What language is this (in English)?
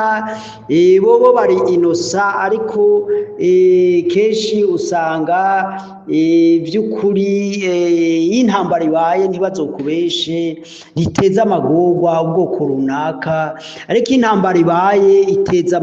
Rundi